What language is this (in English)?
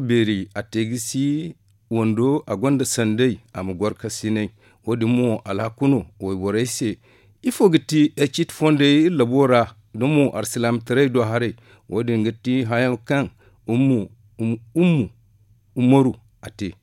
Zarma